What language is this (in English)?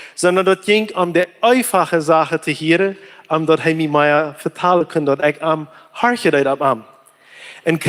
Plautdietsch